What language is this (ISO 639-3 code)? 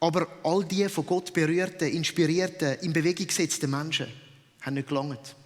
gsw